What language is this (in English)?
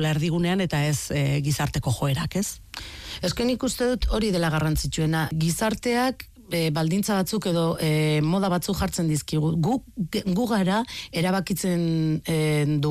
Basque